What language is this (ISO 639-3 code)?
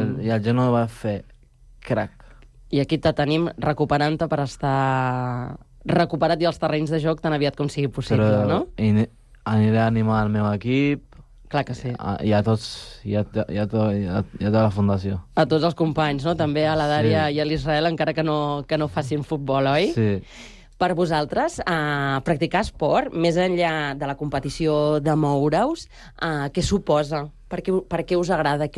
cat